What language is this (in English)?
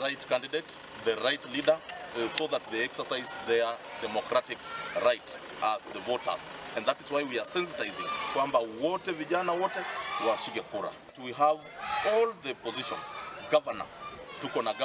Luo (Kenya and Tanzania)